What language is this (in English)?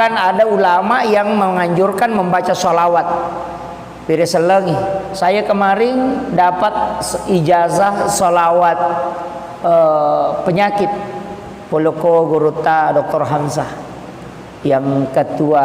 Buginese